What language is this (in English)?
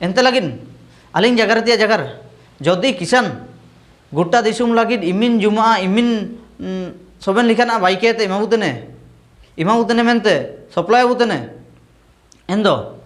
Ho